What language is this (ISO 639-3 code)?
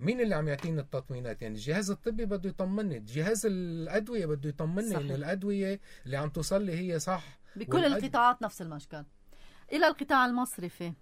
apc